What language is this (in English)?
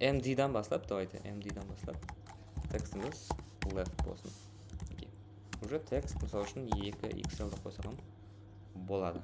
Kara-Kalpak